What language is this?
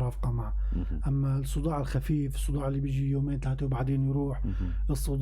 North Levantine Arabic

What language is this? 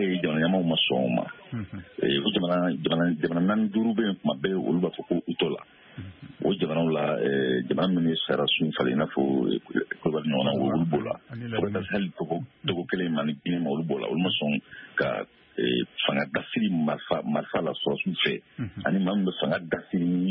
Bambara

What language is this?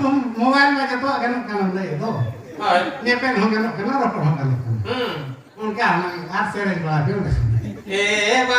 Santali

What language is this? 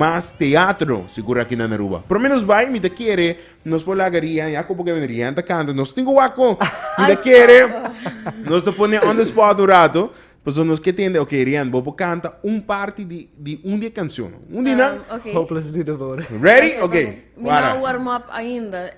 Papiamento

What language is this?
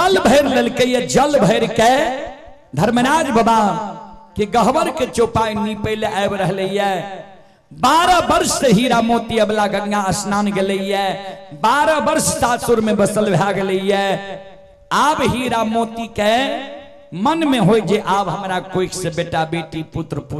Maithili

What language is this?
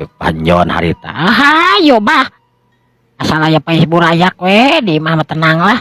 Sundanese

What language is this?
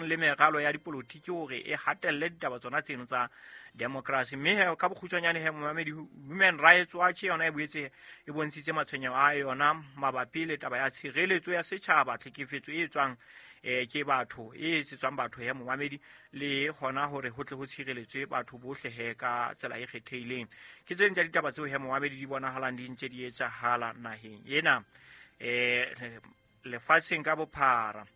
Southern Sotho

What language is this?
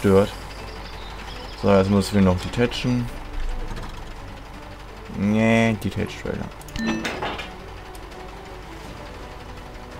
German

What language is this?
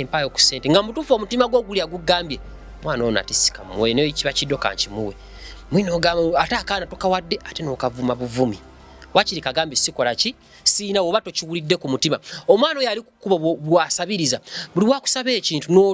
Ganda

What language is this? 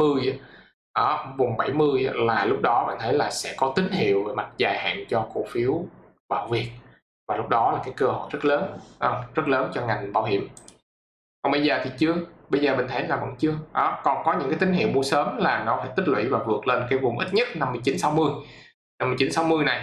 Vietnamese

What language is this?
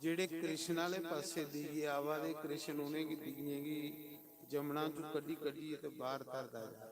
Dogri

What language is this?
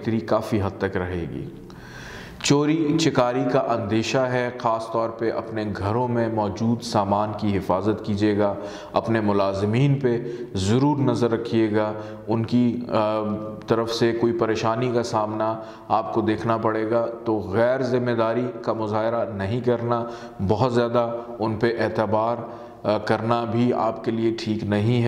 Urdu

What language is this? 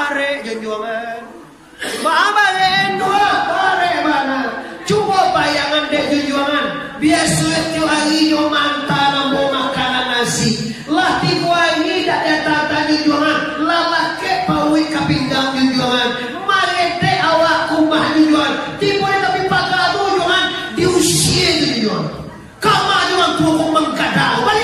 Minangkabau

